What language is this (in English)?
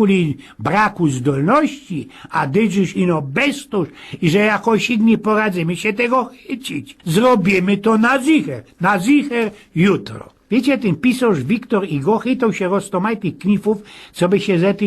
Silesian